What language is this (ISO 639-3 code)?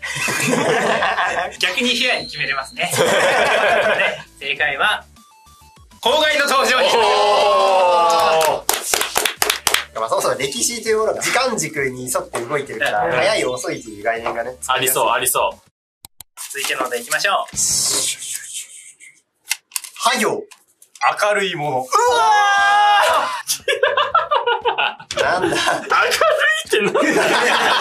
jpn